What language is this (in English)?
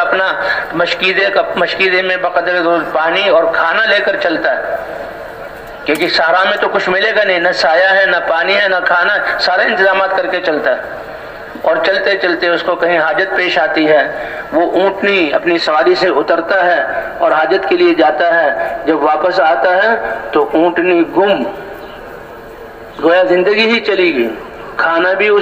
Urdu